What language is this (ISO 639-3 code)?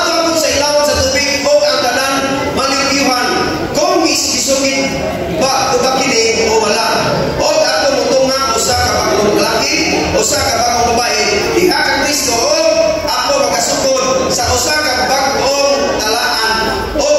ceb